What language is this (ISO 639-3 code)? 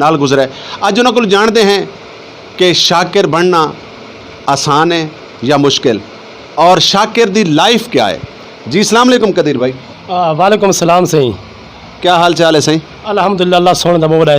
skr